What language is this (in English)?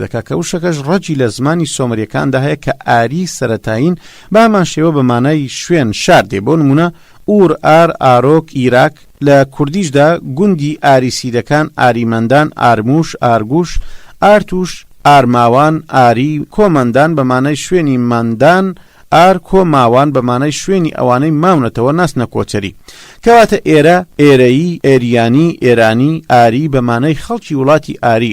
Central Kurdish